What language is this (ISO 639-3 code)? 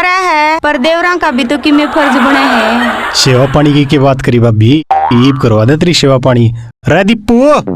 bgc